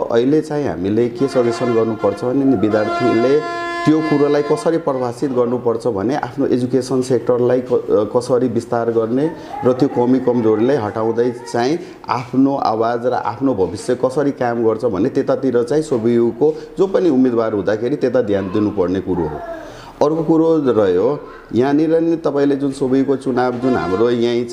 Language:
Nepali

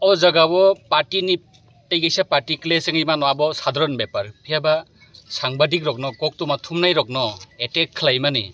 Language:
Kok Borok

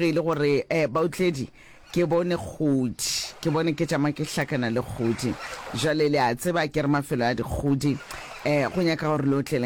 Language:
Northern Sotho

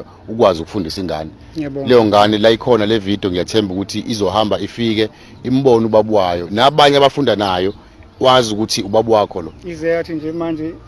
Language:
Zulu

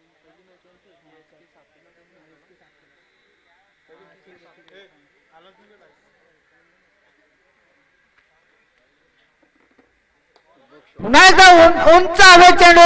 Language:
Marathi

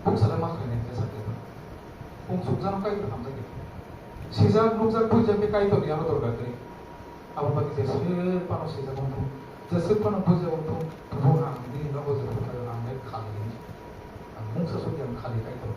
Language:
Kok Borok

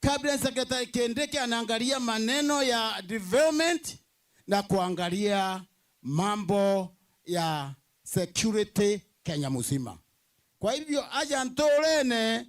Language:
Meru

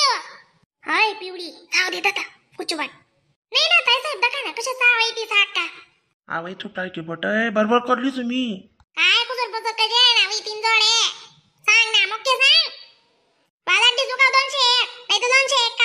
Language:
Khandesi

